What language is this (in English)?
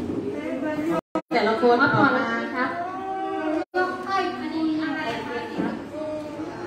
Thai